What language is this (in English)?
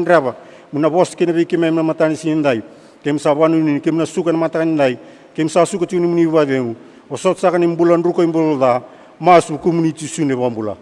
Fijian